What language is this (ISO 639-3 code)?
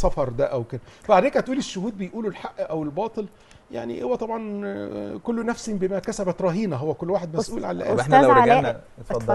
arz